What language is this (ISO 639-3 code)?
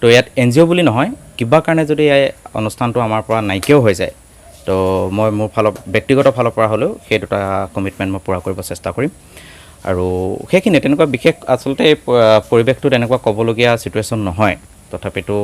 asm